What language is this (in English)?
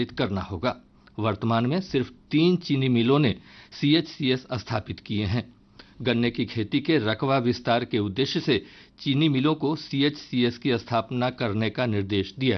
Hindi